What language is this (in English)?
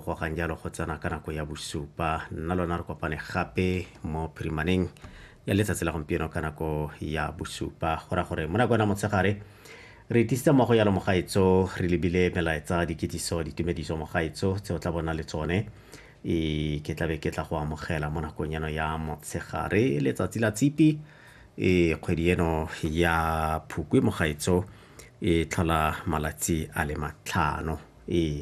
Tswana